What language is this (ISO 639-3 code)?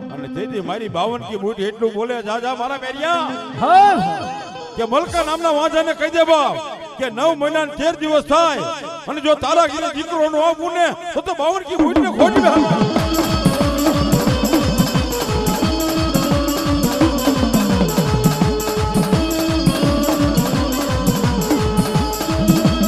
guj